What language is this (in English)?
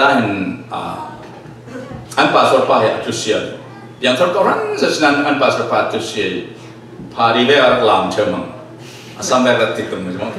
Falam Chin